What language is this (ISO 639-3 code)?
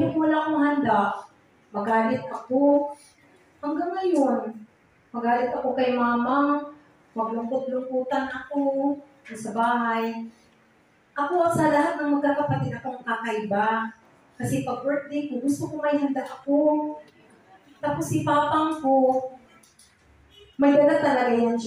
fil